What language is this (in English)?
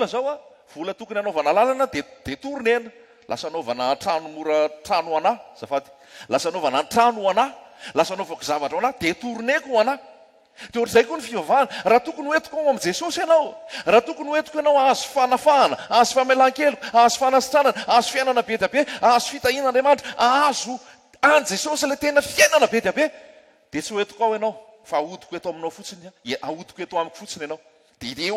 Malagasy